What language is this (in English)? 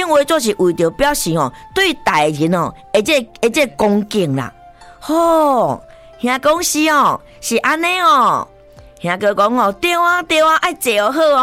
Min Nan Chinese